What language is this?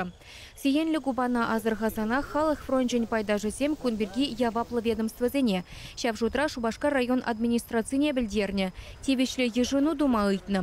Chuvash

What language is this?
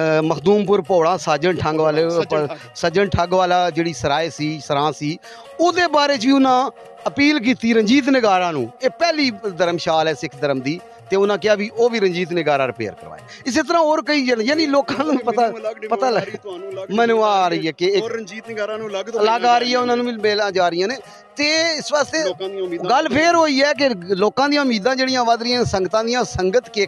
Punjabi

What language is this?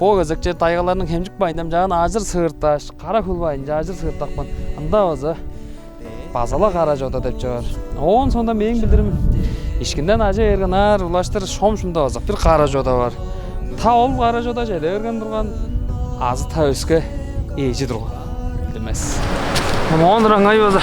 Tuvinian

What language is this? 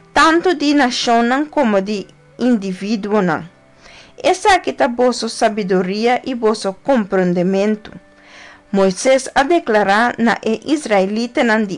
Papiamento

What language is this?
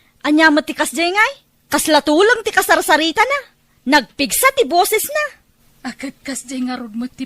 Iloko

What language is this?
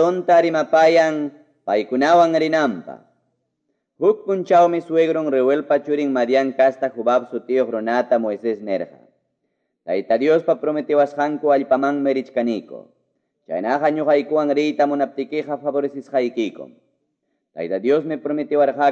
Quechua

